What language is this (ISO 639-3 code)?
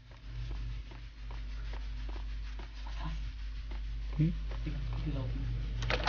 deu